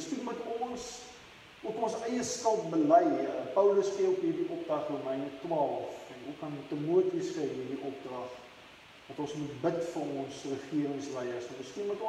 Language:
Afrikaans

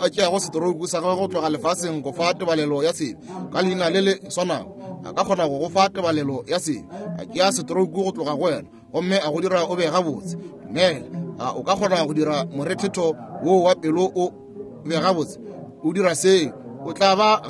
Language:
Northern Sotho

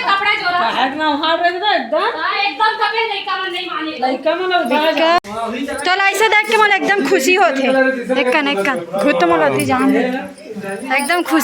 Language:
Chhattisgarhi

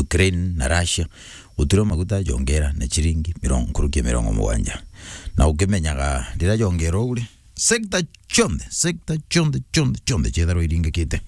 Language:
Meru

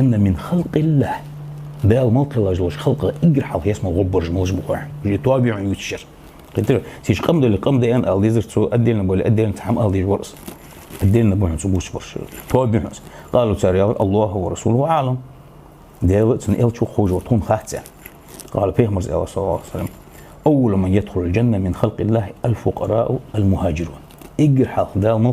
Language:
Ingush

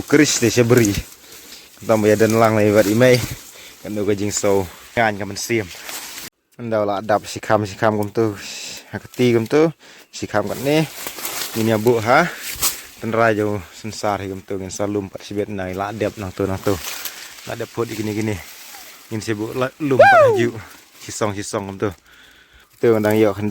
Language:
Khasi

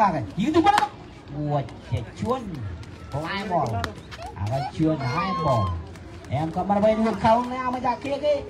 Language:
Marshallese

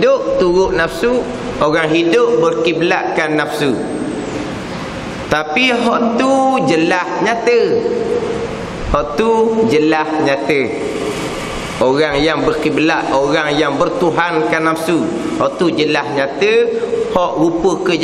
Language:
Malay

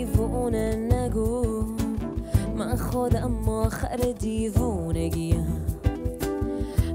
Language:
Persian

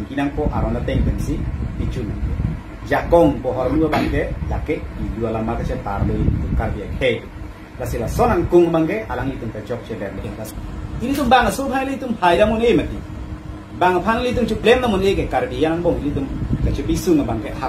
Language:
Karbi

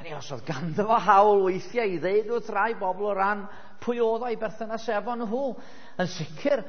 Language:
Welsh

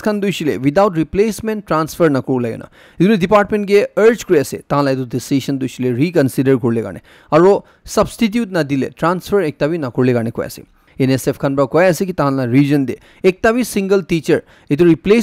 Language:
Naga Pidgin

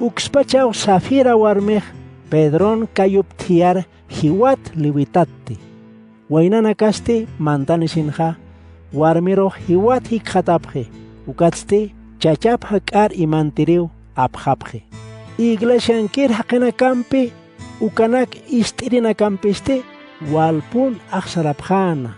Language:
Aymara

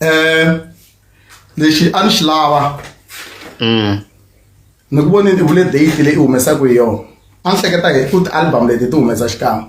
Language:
Tsonga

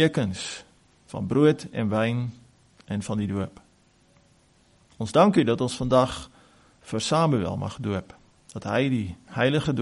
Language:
Afrikaans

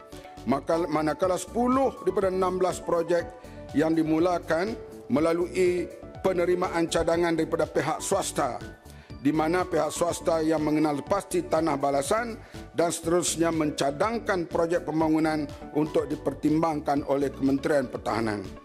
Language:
Malay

